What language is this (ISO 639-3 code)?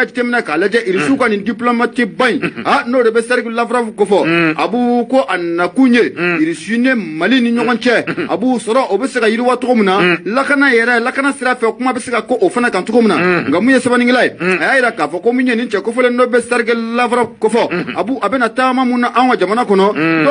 bam